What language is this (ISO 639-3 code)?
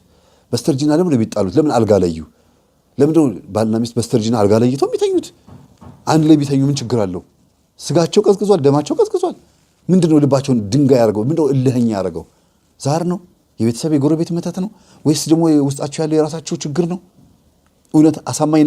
amh